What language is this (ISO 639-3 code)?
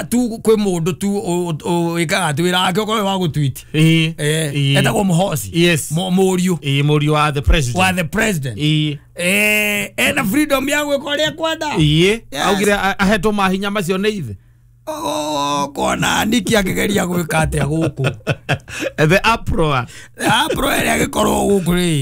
kik